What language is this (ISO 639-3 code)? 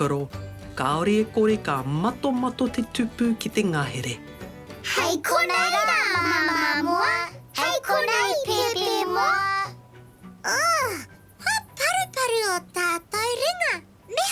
mri